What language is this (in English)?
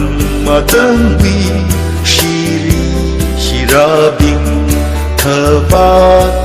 Tangkhul Naga (India)